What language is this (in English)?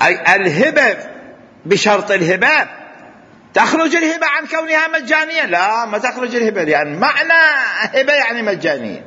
Mesopotamian Arabic